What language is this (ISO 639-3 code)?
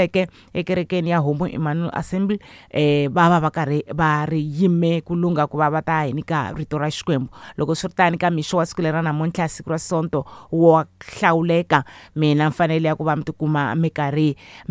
tso